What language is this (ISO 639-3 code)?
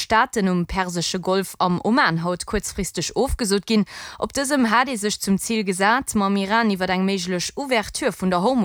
ltz